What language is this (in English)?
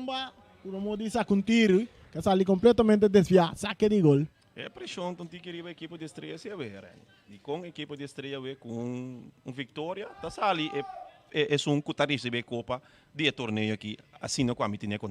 Papiamento